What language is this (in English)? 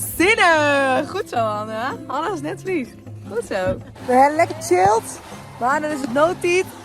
Western Frisian